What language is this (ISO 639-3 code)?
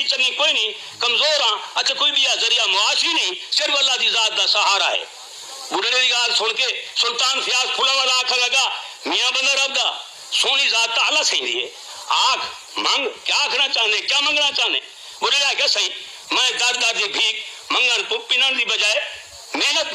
skr